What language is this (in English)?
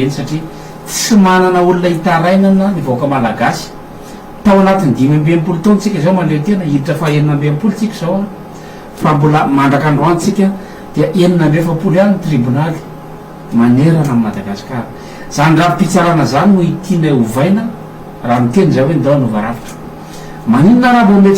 Malagasy